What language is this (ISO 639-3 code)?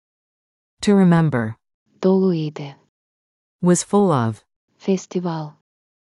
aze